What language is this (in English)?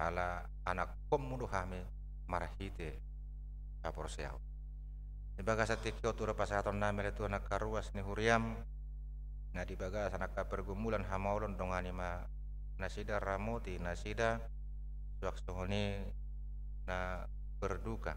Batak Toba